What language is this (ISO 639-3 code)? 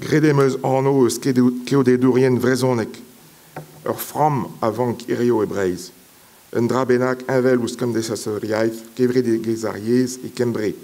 bre